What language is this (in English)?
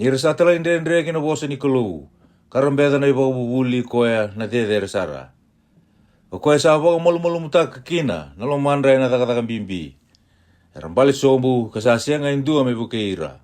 Fijian